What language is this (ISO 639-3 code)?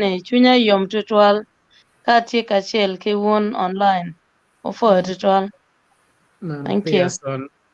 ach